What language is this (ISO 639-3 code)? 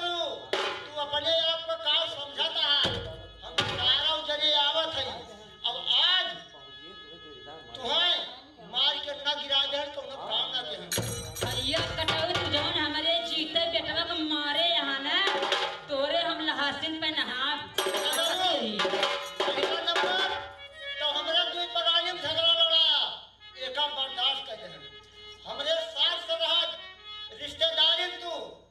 bho